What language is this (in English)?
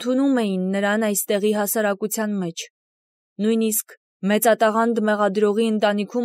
Armenian